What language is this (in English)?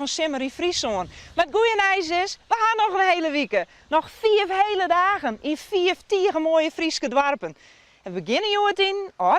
Western Frisian